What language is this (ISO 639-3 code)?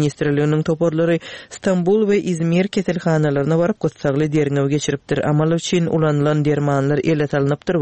tuk